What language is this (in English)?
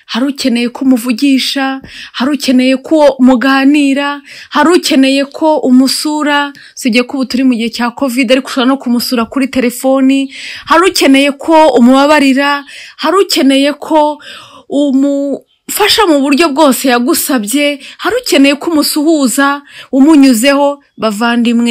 Kinyarwanda